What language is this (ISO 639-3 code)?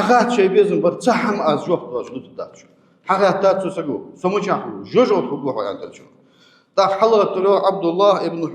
inh